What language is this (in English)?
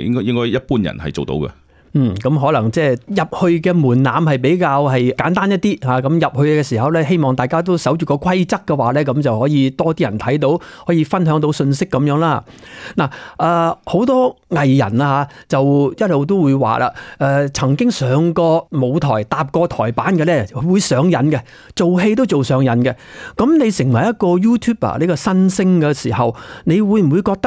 Cantonese